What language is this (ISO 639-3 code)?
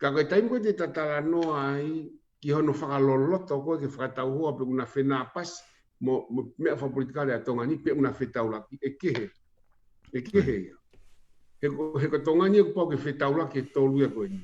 ton